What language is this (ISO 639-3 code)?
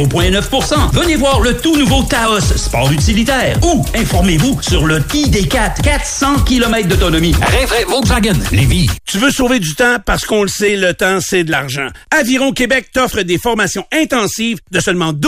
fra